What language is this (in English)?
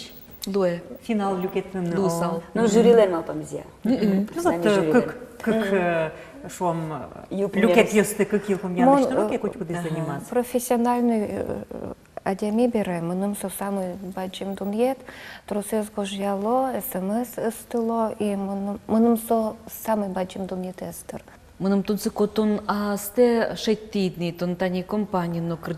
Udmurt